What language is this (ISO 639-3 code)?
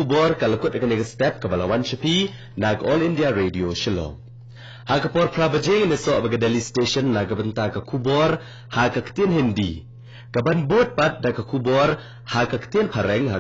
kha